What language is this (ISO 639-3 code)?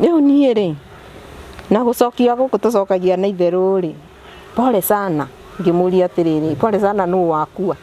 kik